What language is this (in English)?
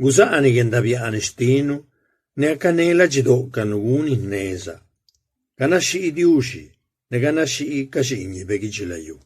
Zapotec